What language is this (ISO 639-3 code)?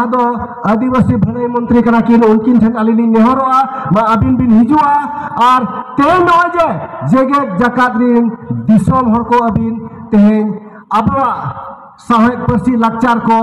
sat